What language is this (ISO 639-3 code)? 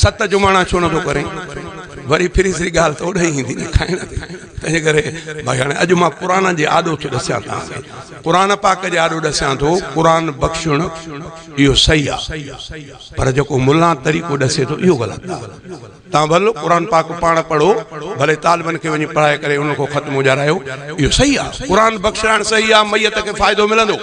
snd